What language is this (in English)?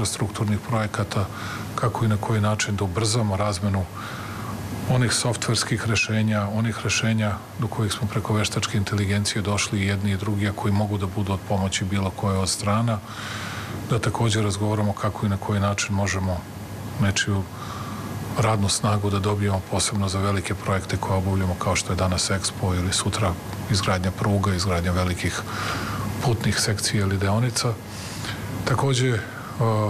Serbian